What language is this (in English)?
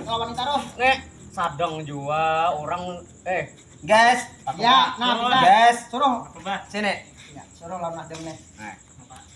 Banjar